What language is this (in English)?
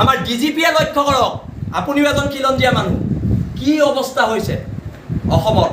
Assamese